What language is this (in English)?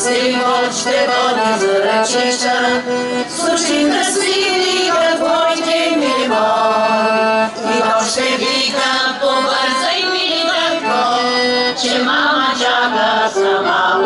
Bulgarian